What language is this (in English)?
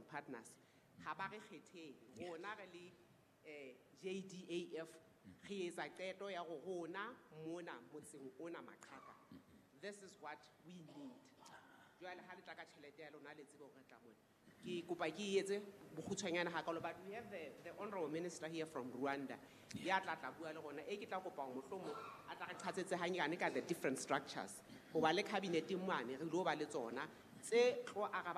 Southern Sotho